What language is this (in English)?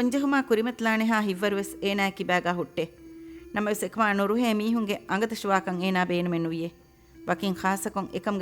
Divehi